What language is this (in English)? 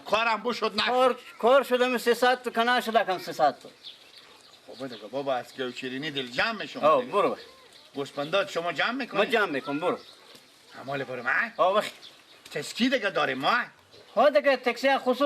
Persian